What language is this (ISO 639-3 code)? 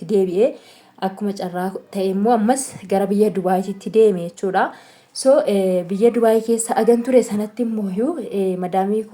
orm